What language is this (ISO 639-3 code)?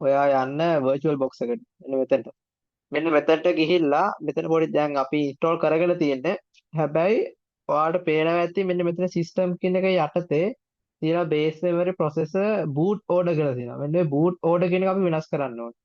sin